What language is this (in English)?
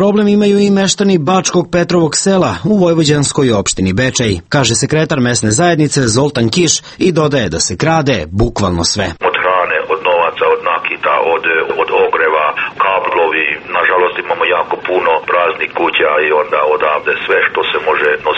Serbian